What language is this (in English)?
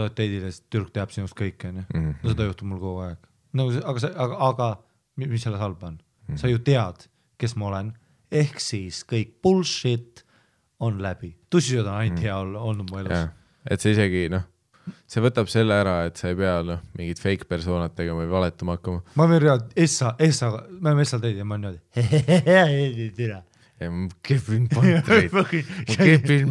Estonian